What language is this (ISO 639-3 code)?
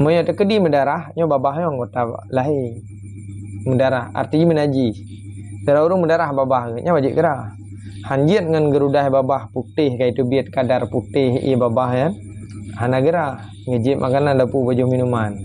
ace